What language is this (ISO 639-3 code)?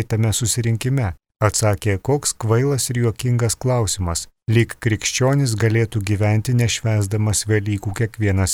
lit